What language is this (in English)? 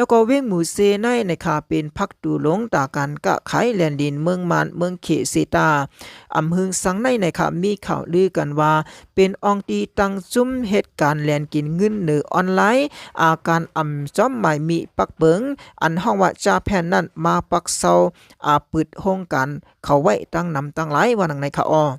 Shan